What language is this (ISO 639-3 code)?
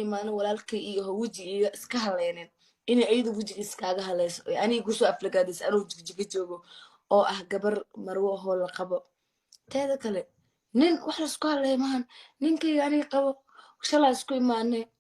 som